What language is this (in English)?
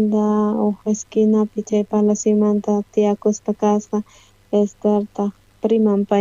South Bolivian Quechua